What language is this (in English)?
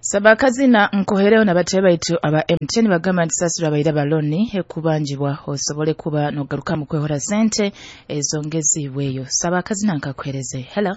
Nyoro